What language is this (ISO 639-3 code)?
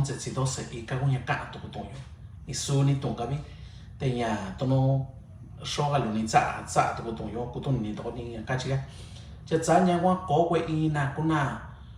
mix